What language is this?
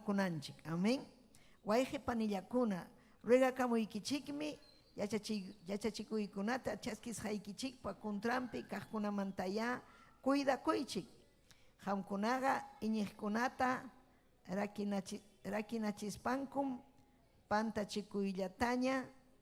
Ayacucho Quechua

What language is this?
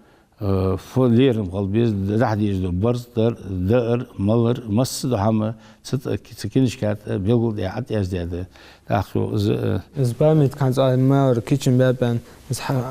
Ingush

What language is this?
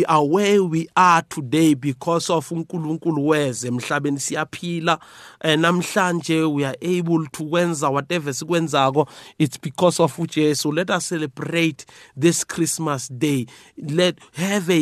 South Ndebele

